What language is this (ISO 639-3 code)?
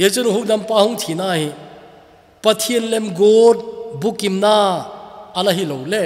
tcz